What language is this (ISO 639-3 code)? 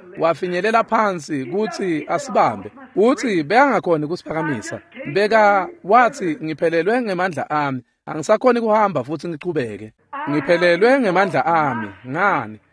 ssw